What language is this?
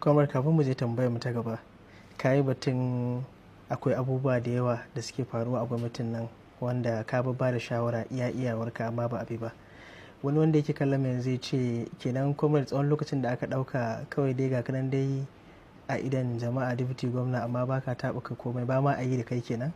Hausa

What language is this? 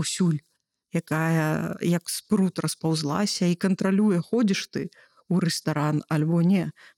Belarusian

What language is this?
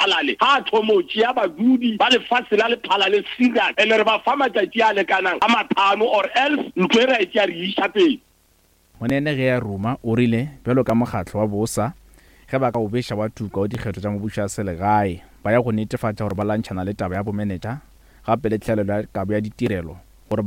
Northern Sotho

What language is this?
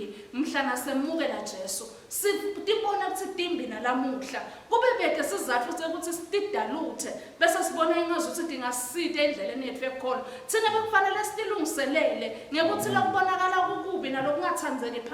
Swati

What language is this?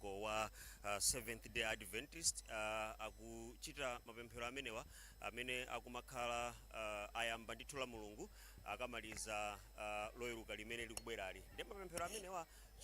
Nyanja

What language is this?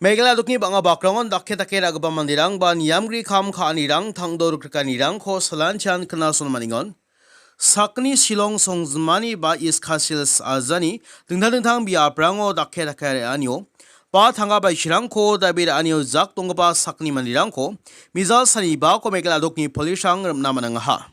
Garo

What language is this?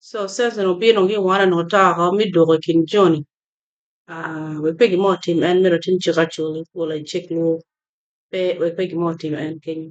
Acoli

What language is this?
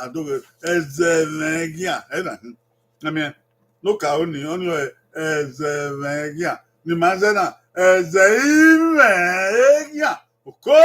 Bini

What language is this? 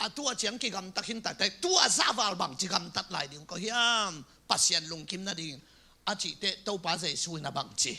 Tedim Chin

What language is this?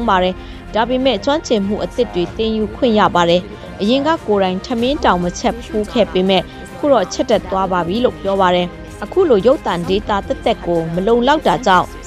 Burmese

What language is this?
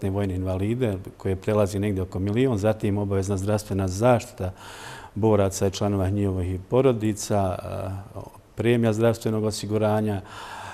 Bosnian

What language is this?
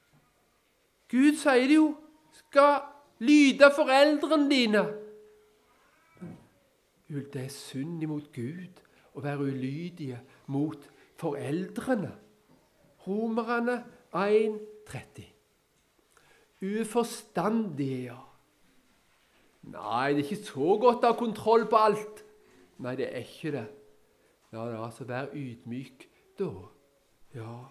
Norwegian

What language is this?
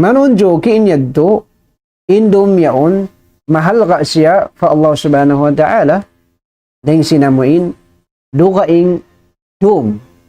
Tausug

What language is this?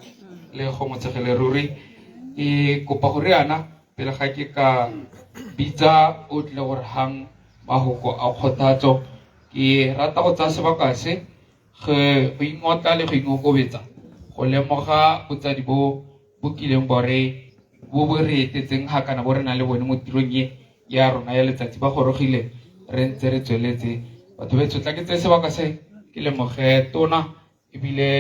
Tswana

